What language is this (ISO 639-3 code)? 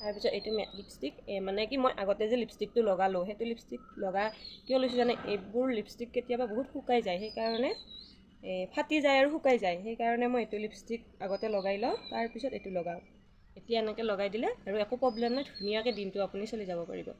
asm